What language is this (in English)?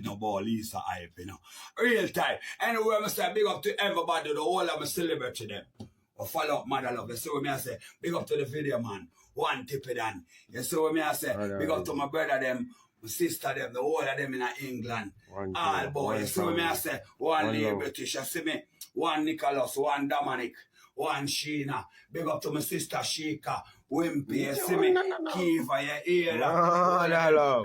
Jamaican Creole English